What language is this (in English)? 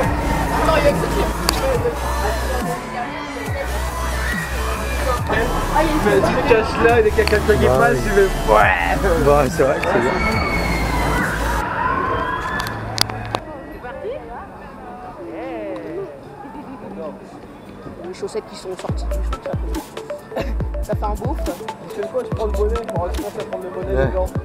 French